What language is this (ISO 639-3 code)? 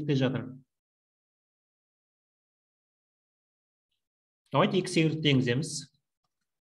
kaz